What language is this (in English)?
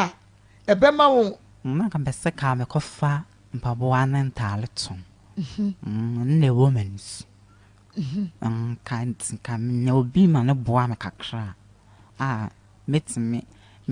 Akan